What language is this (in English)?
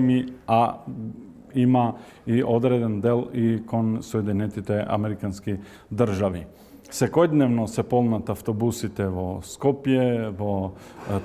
Macedonian